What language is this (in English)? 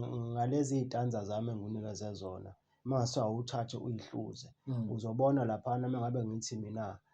Zulu